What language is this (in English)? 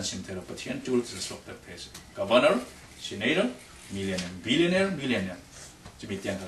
Falam Chin